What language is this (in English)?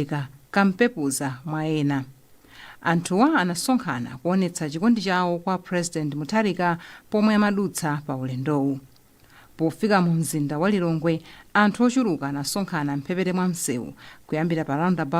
Nyanja